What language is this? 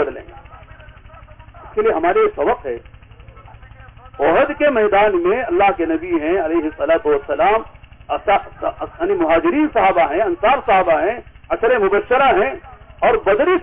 Urdu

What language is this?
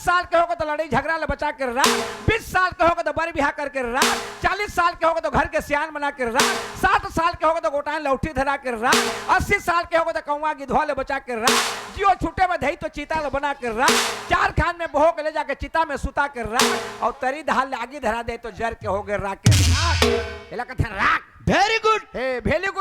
Chhattisgarhi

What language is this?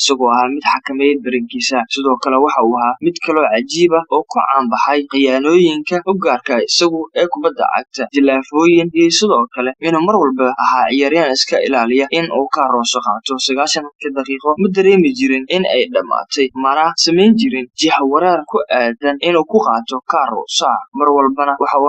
Somali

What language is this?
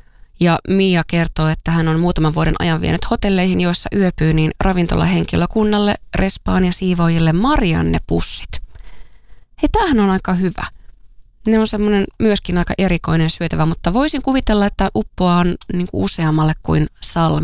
Finnish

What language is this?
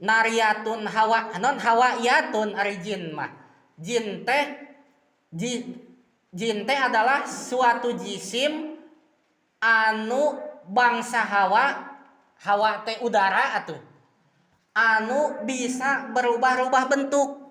Sundanese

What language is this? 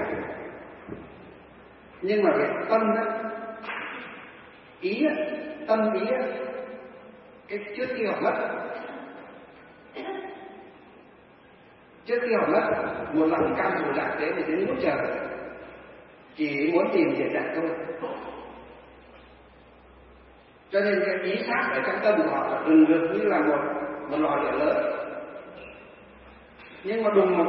Vietnamese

